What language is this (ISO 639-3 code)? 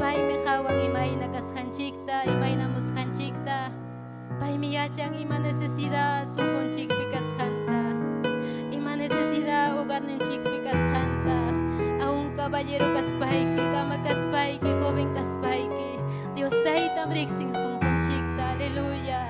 quy